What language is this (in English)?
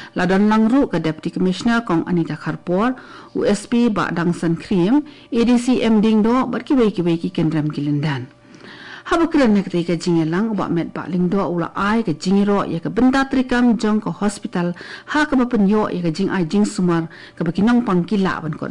Khasi